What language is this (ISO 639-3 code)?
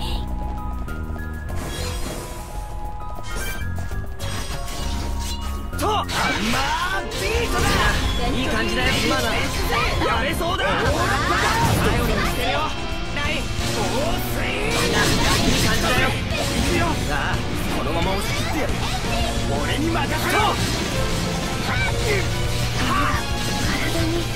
jpn